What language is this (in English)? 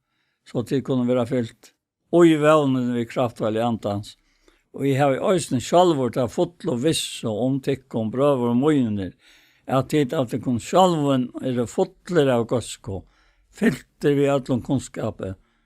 Faroese